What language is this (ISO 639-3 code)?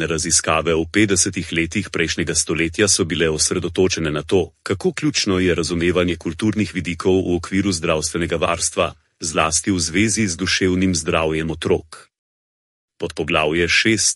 slv